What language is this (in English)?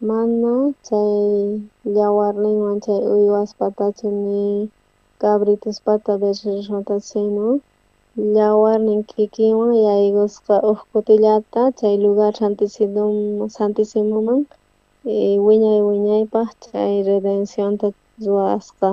South Bolivian Quechua